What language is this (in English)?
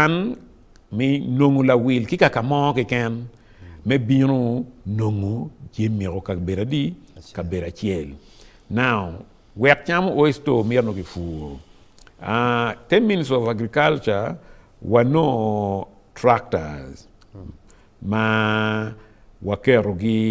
Acoli